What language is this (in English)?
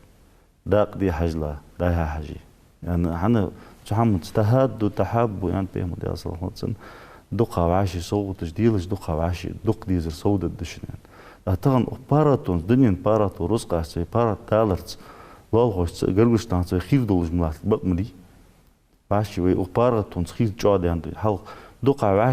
Ingush